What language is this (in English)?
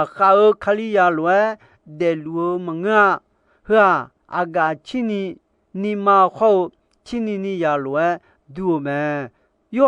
Akha